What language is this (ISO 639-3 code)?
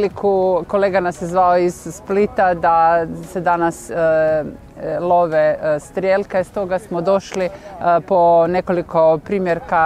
hrv